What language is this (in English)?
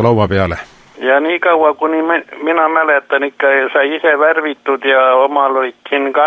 Estonian